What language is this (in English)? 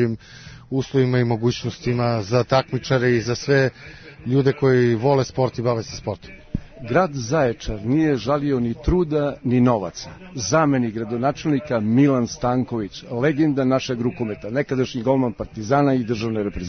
Serbian